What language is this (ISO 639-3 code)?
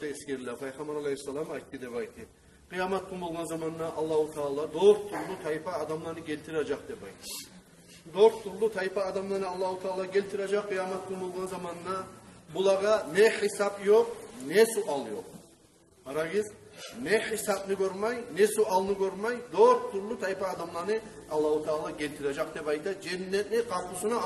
kum